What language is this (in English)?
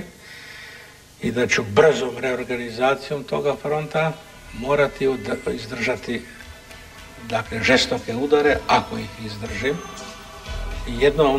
Croatian